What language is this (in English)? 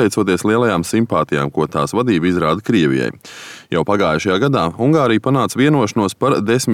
Latvian